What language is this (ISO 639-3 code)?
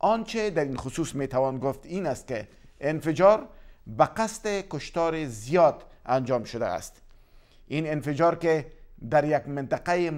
fas